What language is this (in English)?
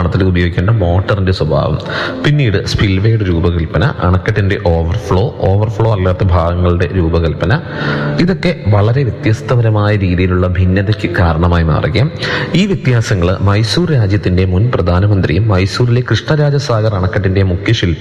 Malayalam